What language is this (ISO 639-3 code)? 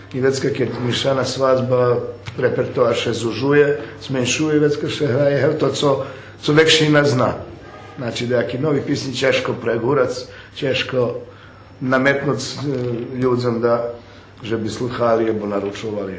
rue